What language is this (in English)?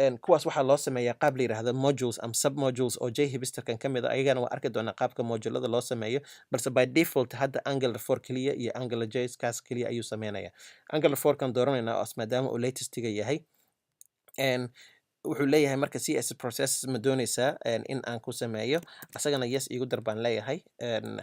Somali